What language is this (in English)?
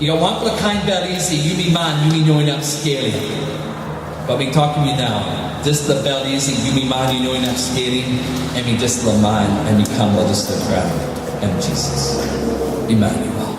Tok Pisin